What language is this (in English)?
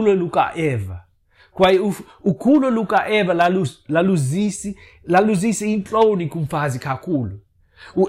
Xhosa